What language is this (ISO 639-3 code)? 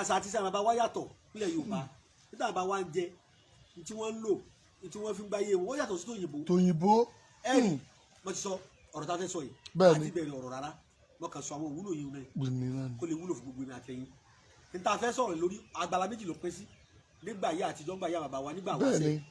yor